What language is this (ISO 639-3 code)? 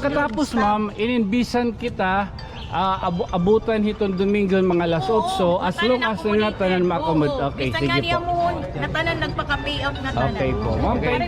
war